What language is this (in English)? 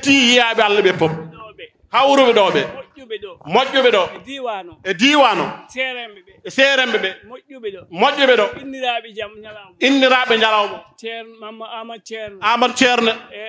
Fula